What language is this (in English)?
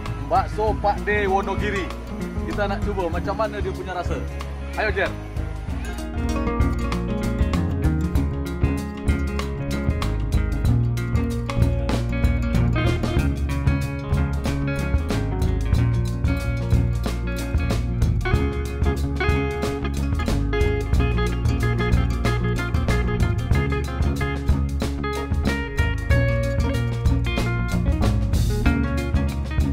Malay